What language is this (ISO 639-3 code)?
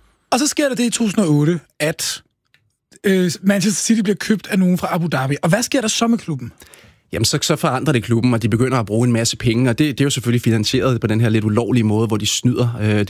dan